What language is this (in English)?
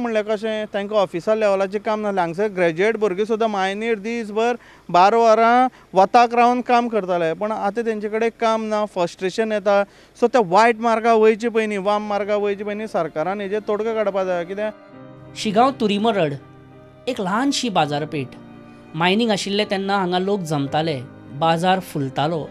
Konkani